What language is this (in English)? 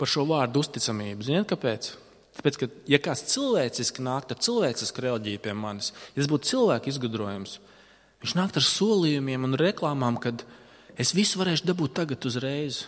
Latvian